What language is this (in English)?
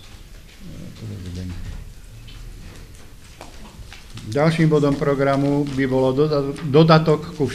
Slovak